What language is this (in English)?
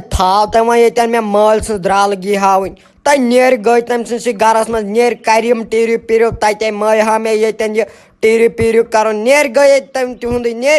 Kashmiri